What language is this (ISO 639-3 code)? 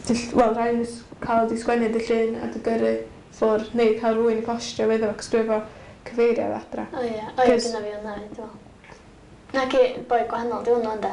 cym